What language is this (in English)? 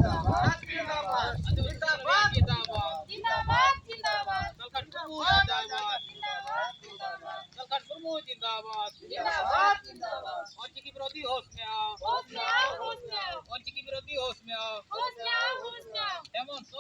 Santali